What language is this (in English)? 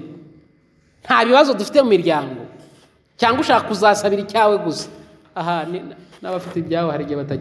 Kinyarwanda